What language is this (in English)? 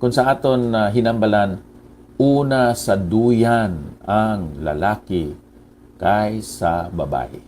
Hiligaynon